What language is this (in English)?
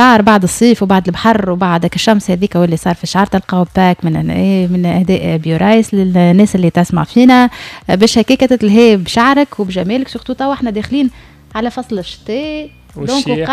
Tunisian Arabic